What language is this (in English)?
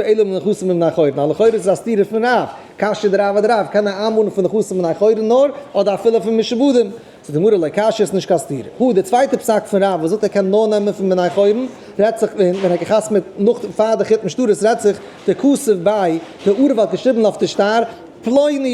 Yiddish